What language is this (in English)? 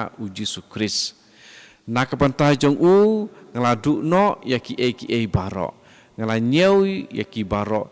Khasi